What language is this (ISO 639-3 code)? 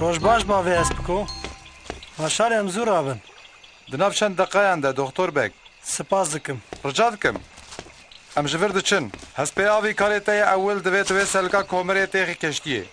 kur